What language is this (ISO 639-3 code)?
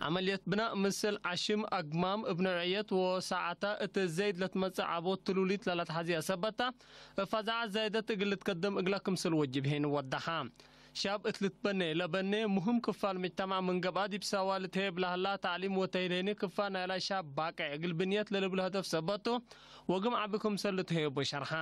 tig